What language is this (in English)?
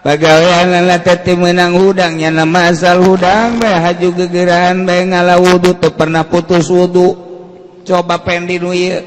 Sundanese